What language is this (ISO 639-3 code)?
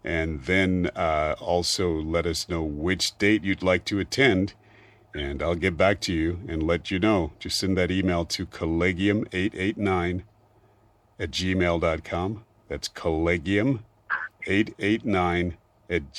eng